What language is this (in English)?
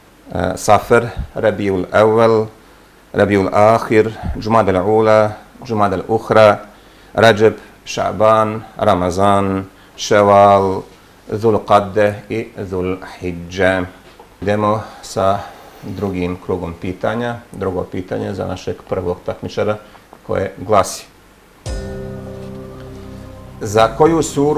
Bosnian